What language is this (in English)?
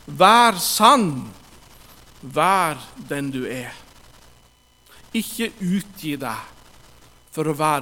Norwegian